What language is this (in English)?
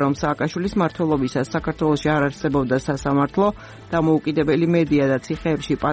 Georgian